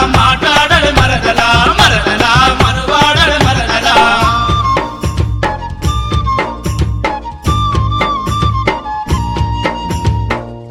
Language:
Telugu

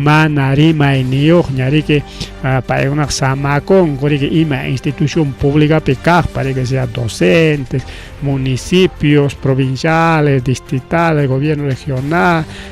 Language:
Ayacucho Quechua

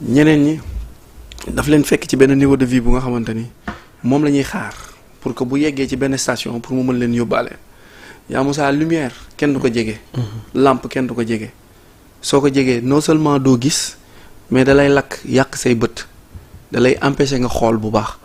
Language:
Wolof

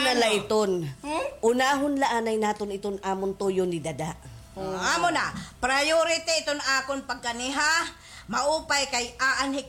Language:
Waray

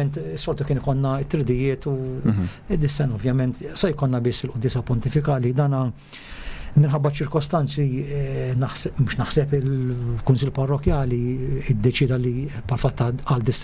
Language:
Maltese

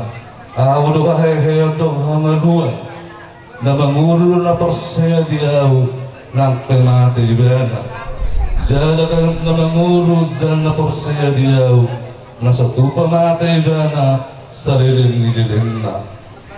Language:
Batak Toba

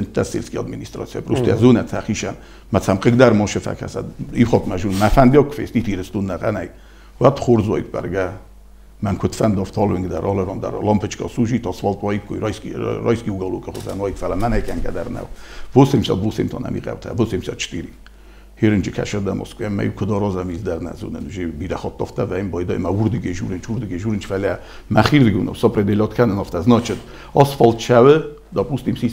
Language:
Ossetic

